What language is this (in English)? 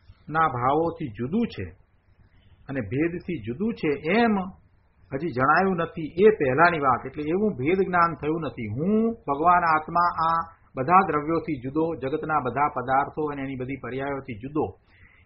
Gujarati